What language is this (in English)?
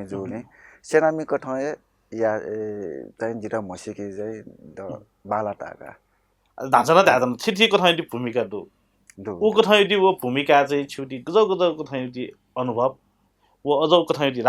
Newari